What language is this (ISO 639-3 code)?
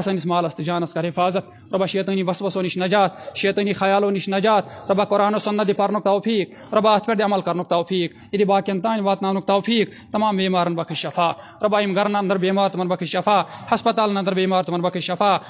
kas